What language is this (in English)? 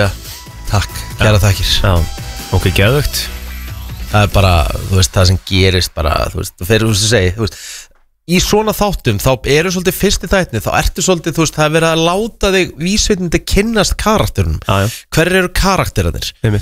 Icelandic